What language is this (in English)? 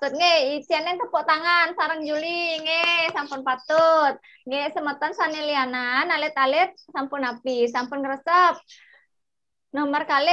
Balinese